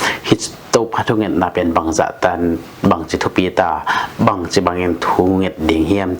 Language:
Tedim Chin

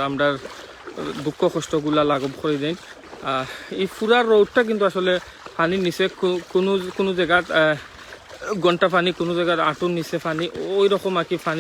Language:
Sylheti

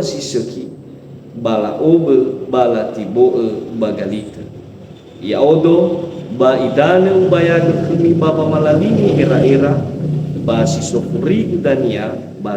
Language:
Nias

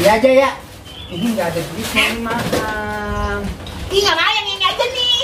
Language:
Betawi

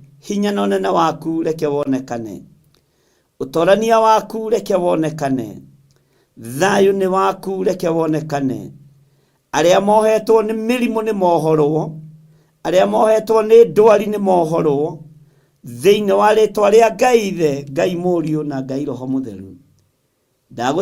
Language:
Kikuyu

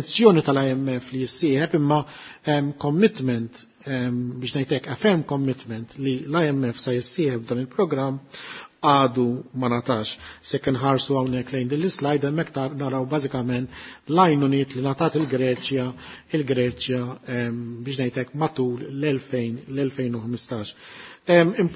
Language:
Maltese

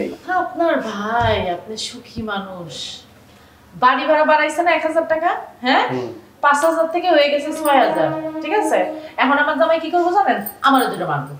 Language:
Bangla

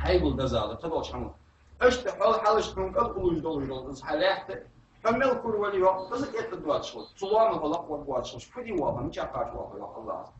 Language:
Ingush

